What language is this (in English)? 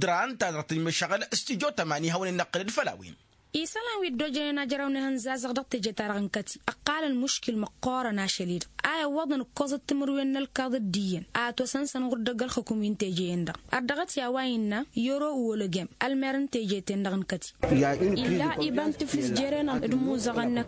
Tamasheq